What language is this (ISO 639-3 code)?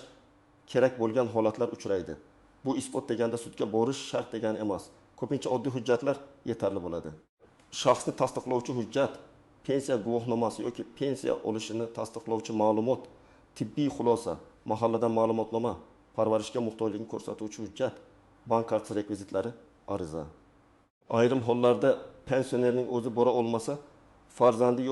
uzb